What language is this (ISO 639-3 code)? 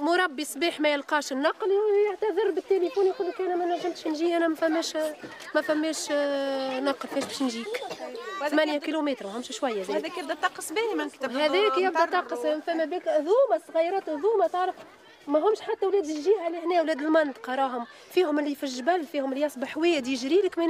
aeb